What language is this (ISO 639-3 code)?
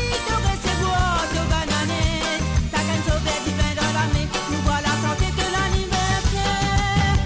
mfe